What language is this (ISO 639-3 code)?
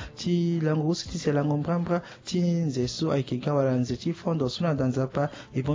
sag